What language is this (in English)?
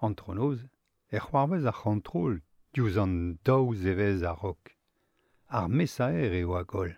Breton